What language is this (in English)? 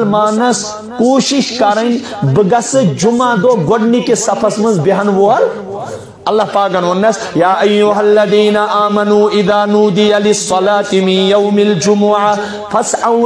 Kashmiri